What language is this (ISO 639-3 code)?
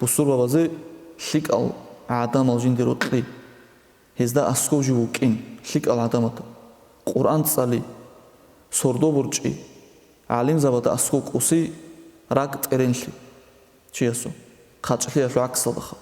ava